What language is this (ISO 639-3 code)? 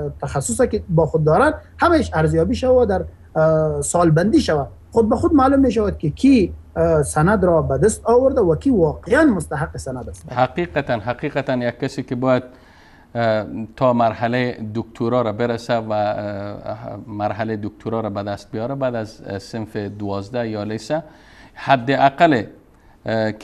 fas